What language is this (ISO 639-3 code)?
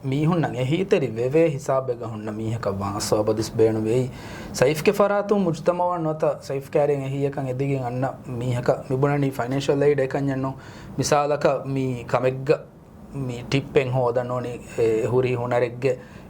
div